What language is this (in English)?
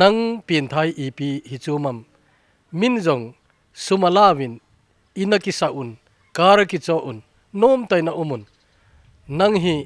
Thado Chin